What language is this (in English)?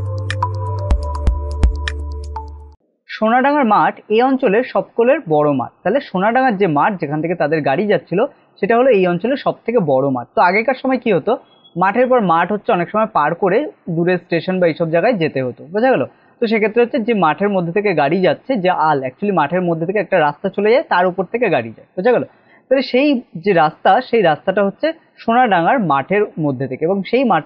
Bangla